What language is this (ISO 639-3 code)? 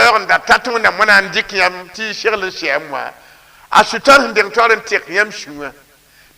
mos